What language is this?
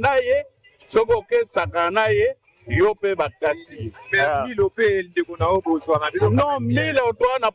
Lingala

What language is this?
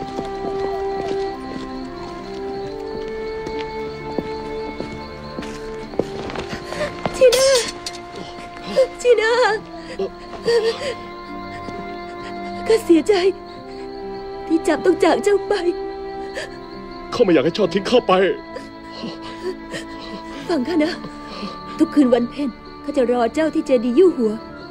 Thai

